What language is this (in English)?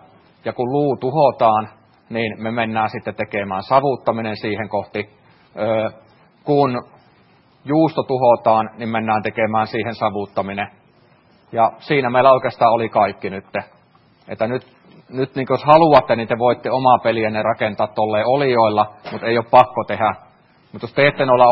Finnish